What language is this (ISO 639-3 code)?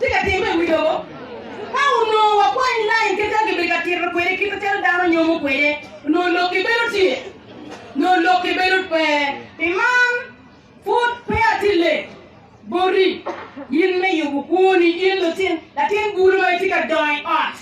ach